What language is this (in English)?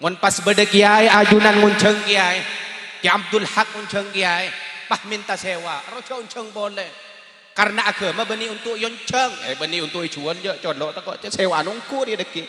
Madurese